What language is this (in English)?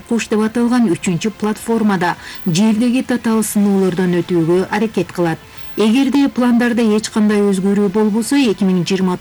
Kyrgyz